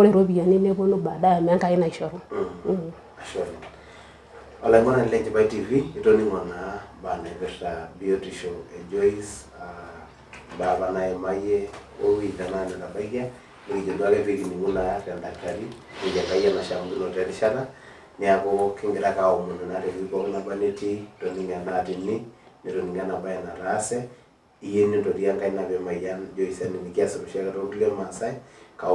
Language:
Masai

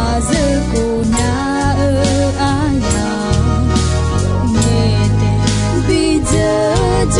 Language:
Akha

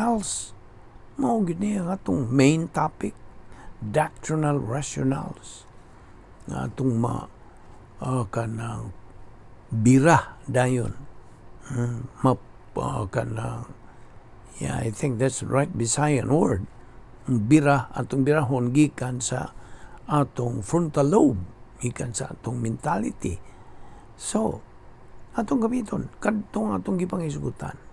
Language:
Cebuano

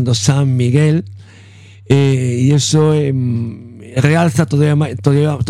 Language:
Galician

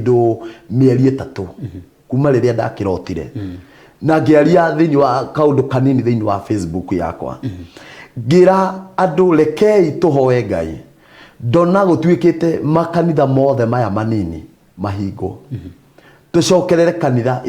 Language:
Kikuyu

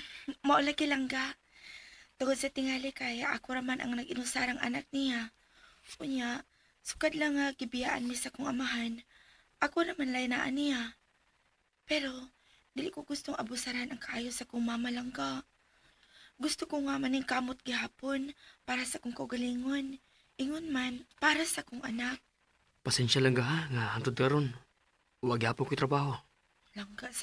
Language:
Cebuano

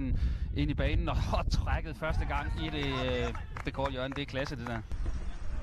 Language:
Danish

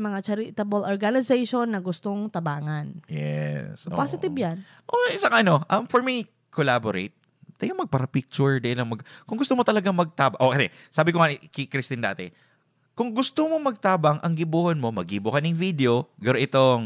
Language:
Bikol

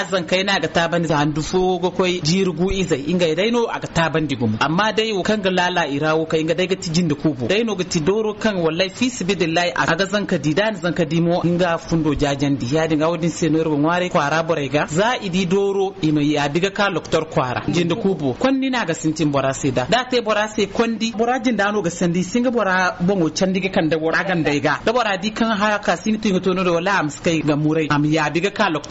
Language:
Zarma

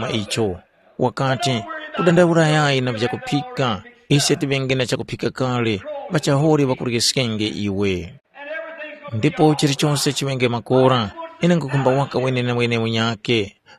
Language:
Tumbuka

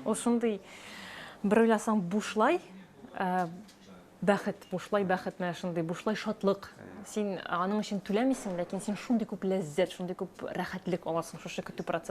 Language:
Tatar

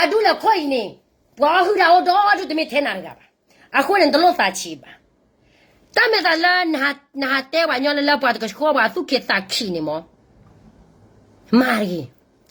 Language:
S'gaw Karen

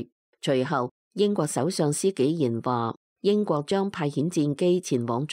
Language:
Cantonese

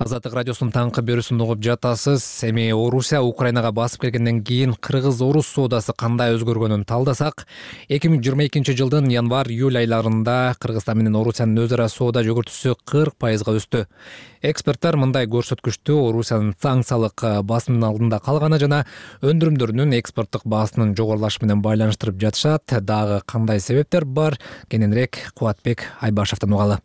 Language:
Kyrgyz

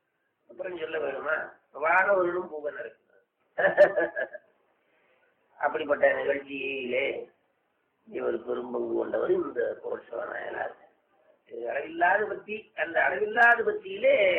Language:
Tamil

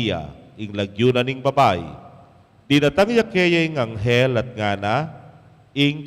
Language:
Pampanga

